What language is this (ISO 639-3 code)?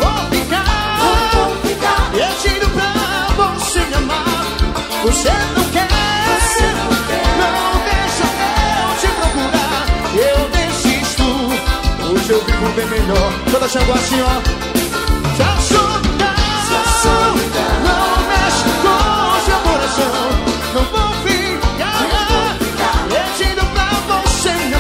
por